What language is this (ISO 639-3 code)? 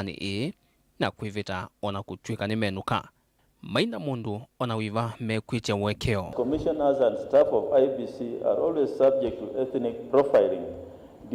kam